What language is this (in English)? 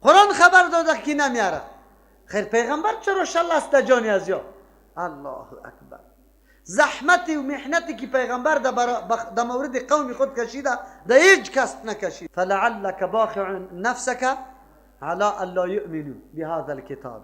Persian